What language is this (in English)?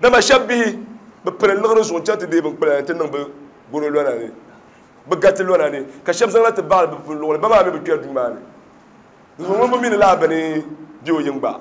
Dagbani